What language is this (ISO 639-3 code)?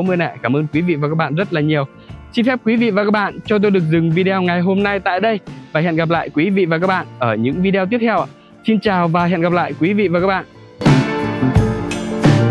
vie